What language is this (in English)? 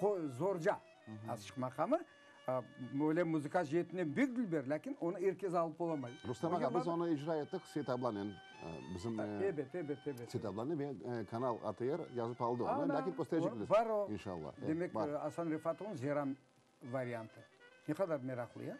Crimean Tatar